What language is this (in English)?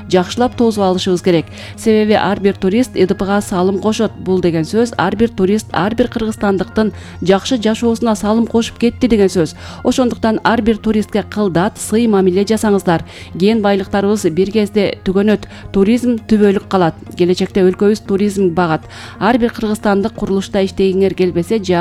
Kyrgyz